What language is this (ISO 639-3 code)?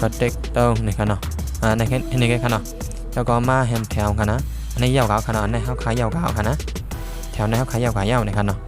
shn